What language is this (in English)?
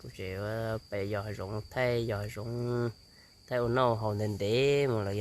Hmong